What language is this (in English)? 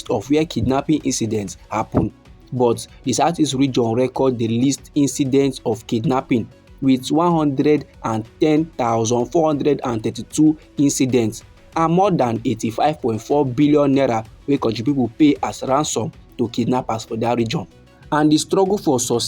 Nigerian Pidgin